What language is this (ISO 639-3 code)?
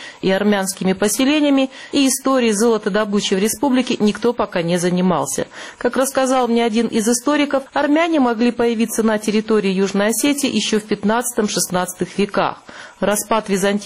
rus